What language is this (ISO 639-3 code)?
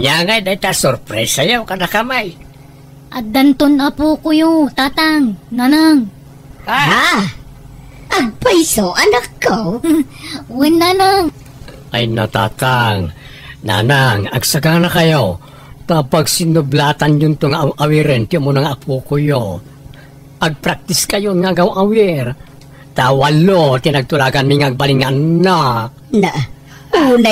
ilo